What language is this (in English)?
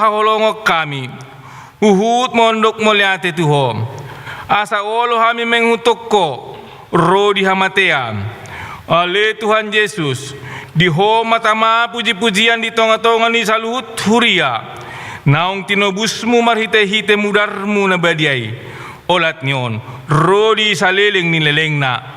Batak Toba